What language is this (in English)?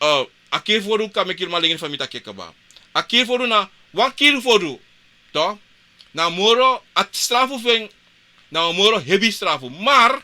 Sranan Tongo